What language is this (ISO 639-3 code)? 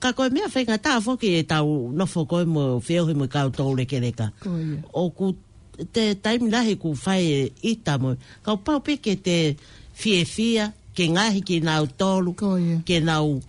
ton